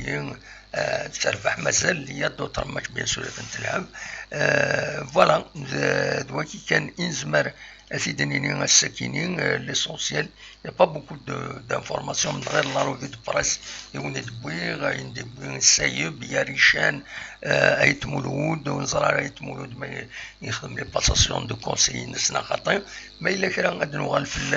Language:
Kabyle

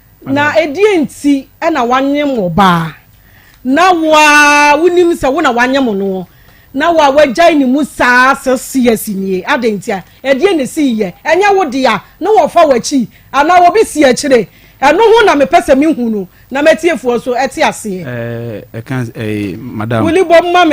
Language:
Akan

